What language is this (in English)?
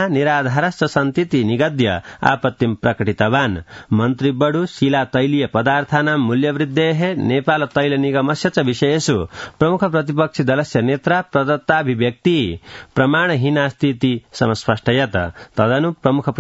Sanskrit